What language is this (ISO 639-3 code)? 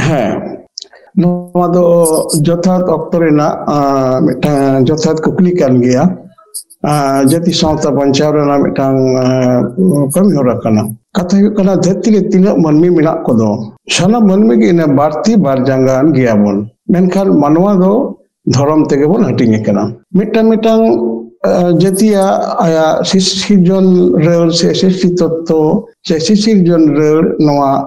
sat